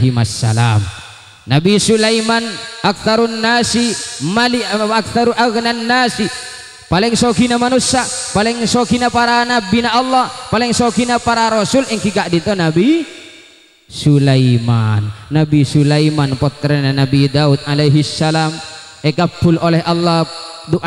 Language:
Madurese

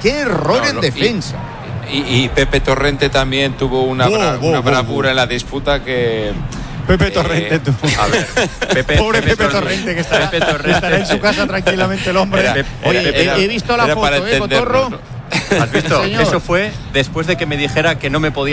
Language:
Spanish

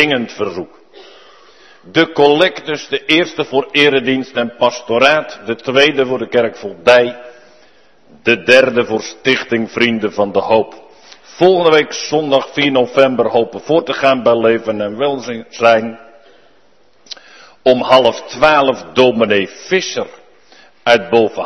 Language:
Dutch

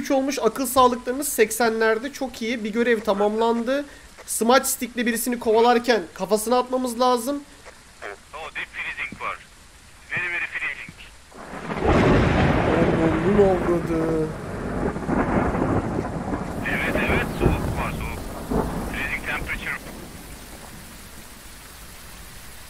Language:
Turkish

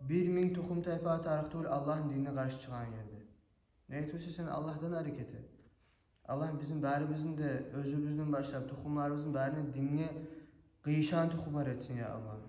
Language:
Kumyk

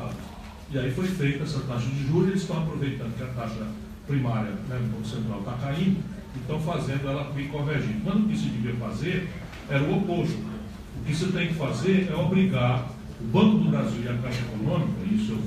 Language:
Portuguese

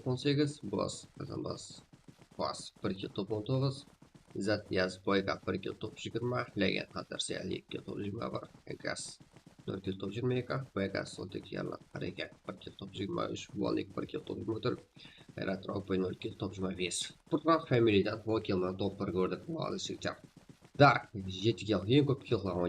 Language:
Kara-Kalpak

